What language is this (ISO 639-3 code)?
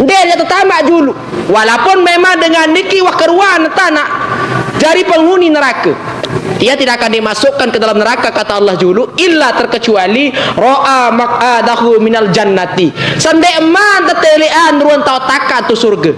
sas